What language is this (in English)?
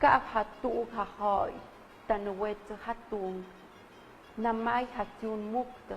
Tlahuitoltepec Mixe